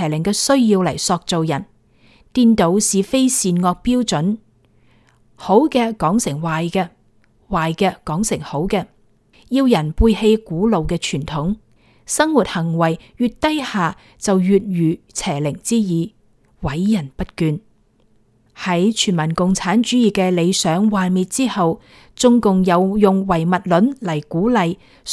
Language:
Cantonese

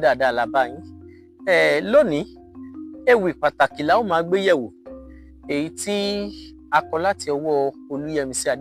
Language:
Yoruba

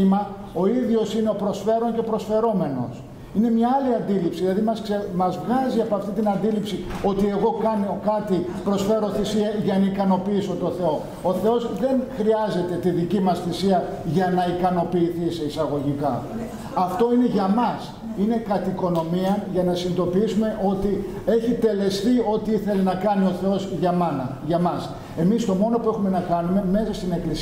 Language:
Greek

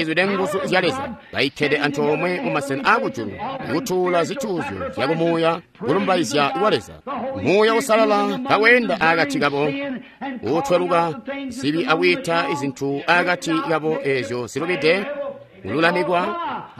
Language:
Tonga (Zambia)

